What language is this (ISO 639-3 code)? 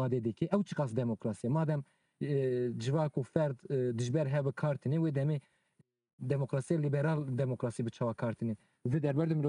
kur